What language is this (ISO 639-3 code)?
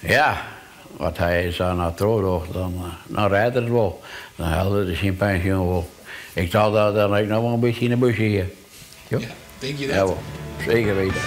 fry